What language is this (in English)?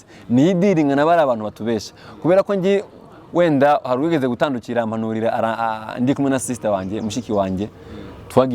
Kinyarwanda